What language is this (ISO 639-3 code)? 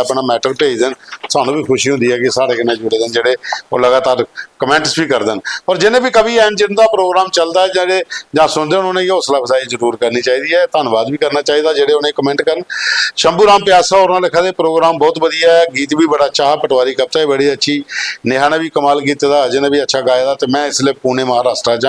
doi